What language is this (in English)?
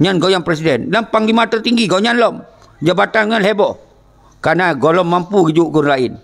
Achinese